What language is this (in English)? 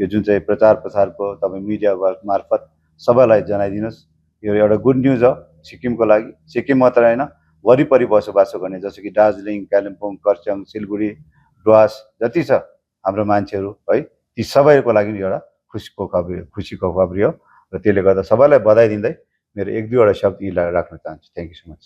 Nepali